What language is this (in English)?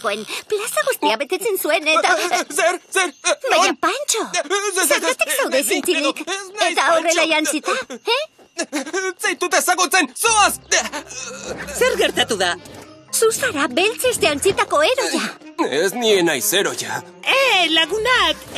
Basque